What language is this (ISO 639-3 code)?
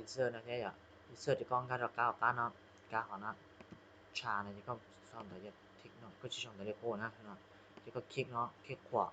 hmn